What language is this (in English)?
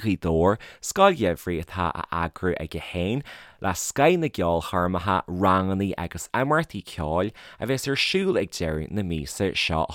Irish